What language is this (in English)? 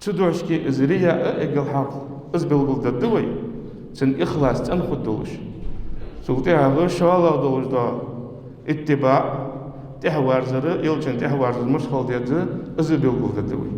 Ingush